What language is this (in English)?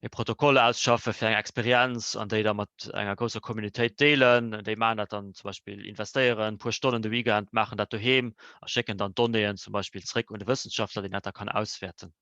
Luxembourgish